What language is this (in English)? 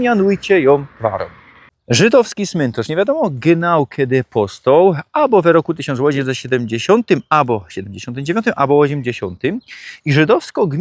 Silesian